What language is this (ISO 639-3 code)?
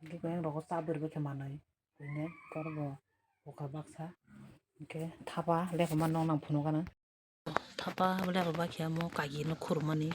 trp